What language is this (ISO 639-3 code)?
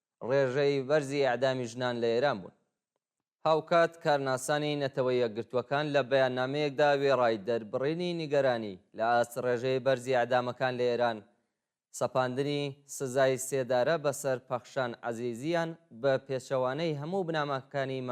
ckb